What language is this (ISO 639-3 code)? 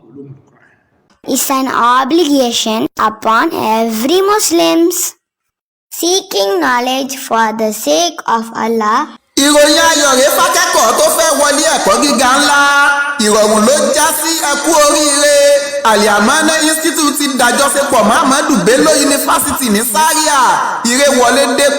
yor